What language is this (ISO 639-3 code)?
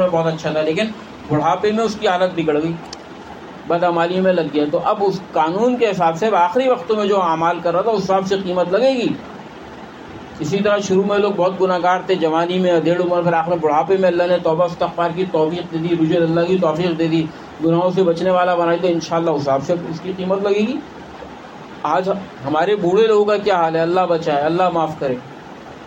urd